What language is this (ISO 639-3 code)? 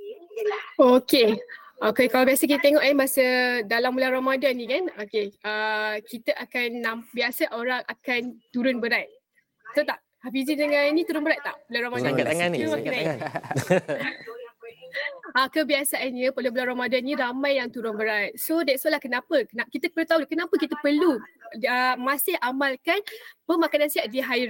msa